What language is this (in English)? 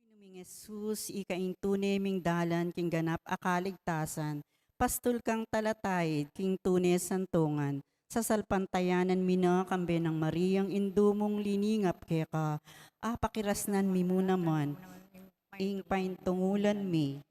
Pampanga